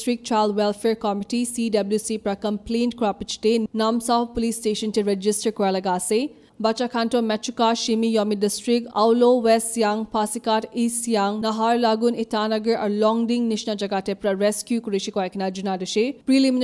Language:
Naga Pidgin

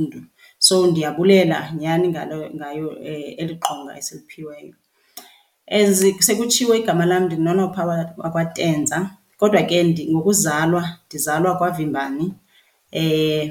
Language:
Xhosa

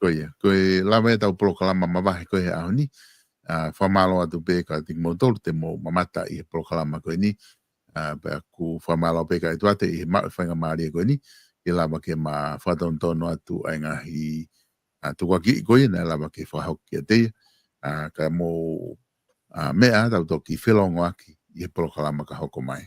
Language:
Tongan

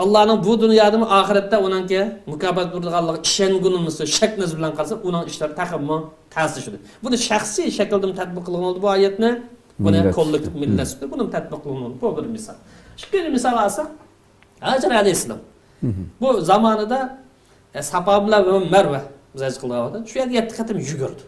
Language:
Uyghur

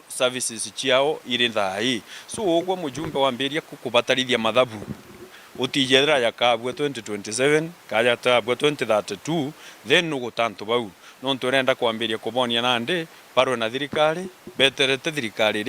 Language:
Meru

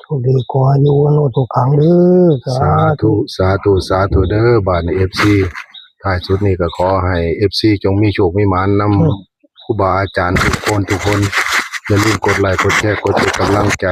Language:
Northeastern Thai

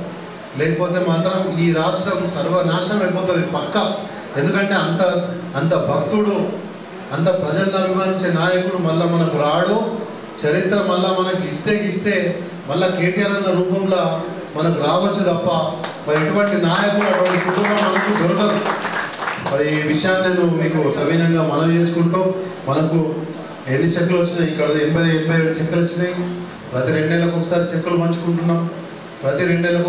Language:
Telugu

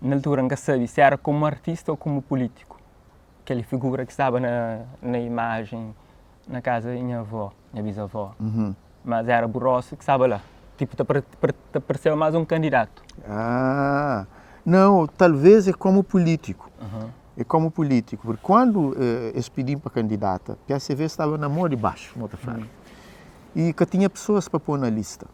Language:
Kabuverdianu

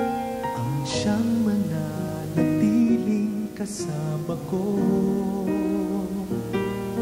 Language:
Filipino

